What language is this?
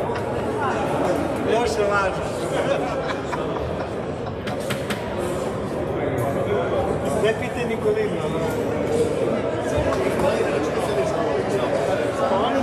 Croatian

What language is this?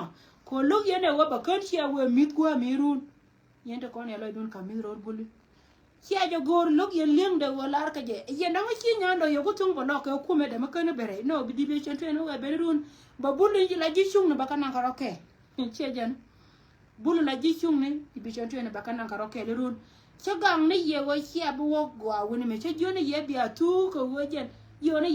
Nuer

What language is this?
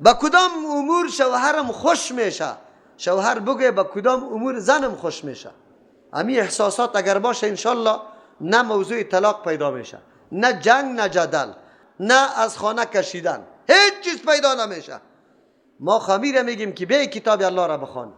Persian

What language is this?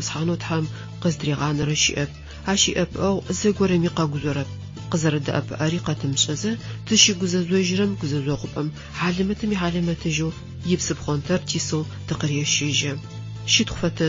Adyghe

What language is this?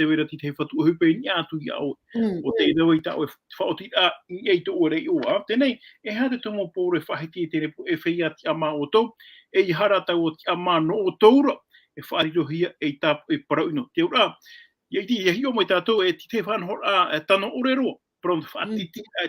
Tahitian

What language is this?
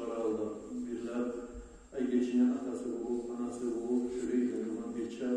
Kumyk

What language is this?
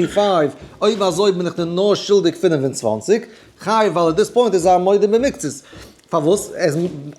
Yiddish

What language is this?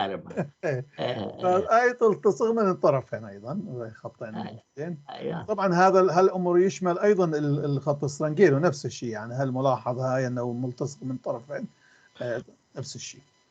North Levantine Arabic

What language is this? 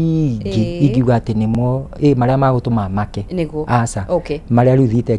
Kikuyu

